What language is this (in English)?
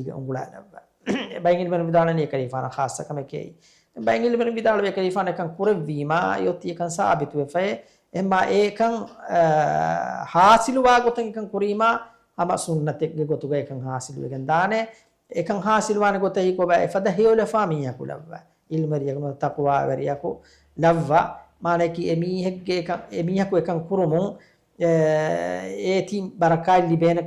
Divehi